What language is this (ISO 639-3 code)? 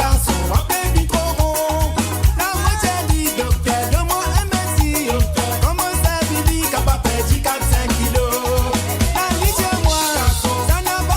mfe